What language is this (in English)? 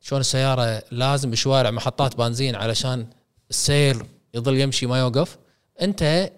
Gulf Arabic